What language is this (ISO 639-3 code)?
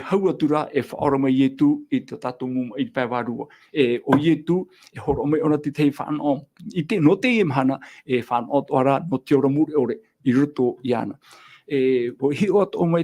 tah